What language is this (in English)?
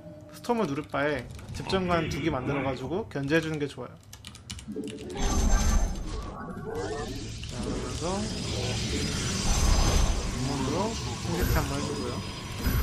Korean